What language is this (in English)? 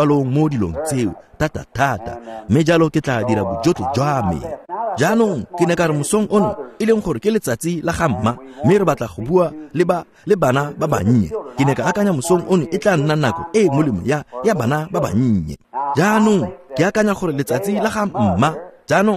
Tswana